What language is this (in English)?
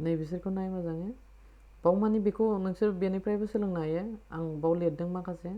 Bodo